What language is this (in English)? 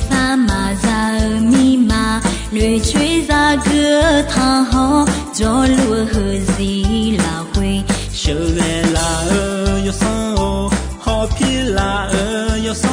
Akha